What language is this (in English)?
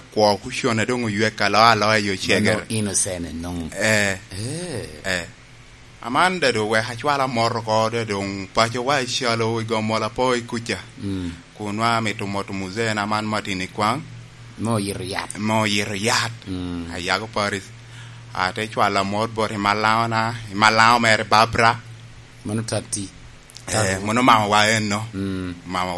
Lango (Uganda)